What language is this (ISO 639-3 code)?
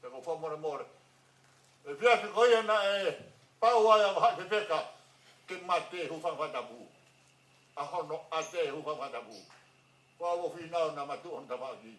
ton